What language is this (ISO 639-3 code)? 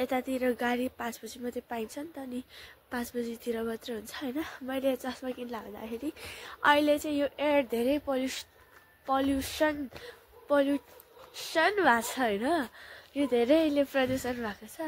nep